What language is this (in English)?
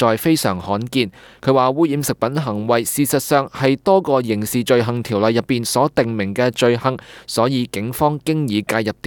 Cantonese